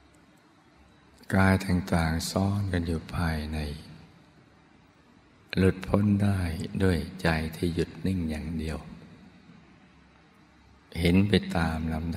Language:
Thai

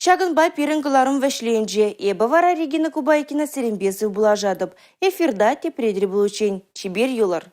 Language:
Chuvash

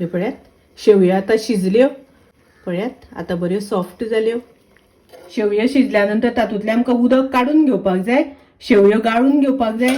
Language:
Konkani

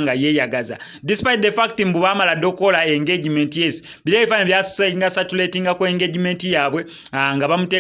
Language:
Ganda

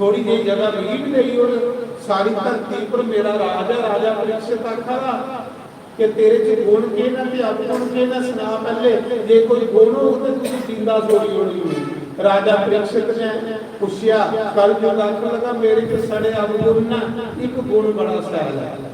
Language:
Dogri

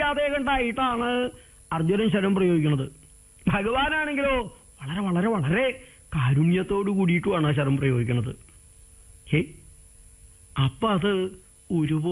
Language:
Malayalam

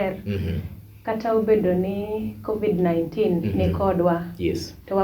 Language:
Luo (Kenya and Tanzania)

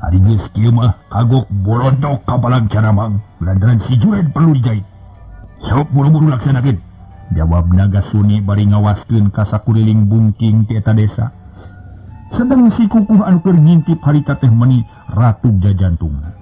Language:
Sundanese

